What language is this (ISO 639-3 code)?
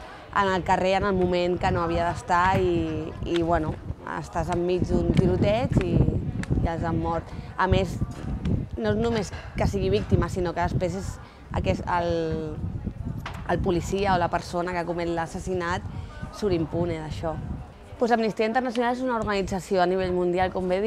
cat